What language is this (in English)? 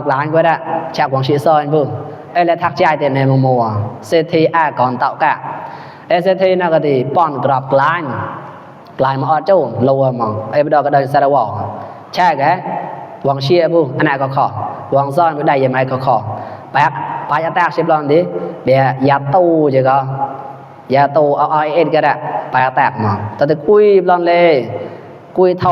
Mon